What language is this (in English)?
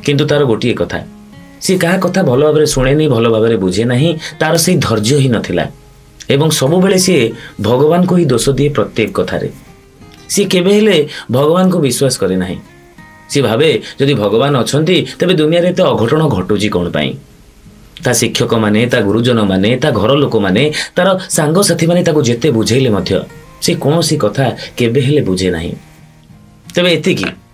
Odia